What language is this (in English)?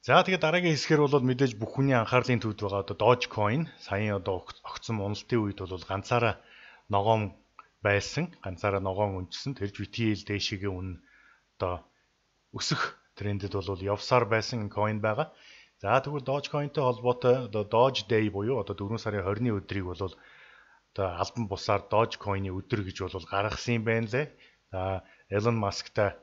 Mongolian